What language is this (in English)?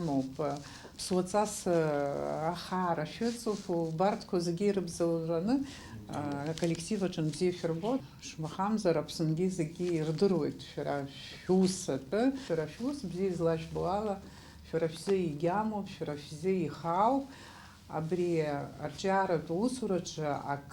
Abkhazian